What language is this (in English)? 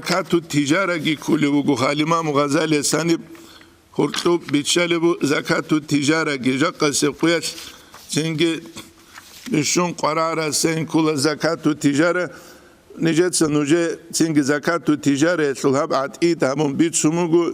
Avaric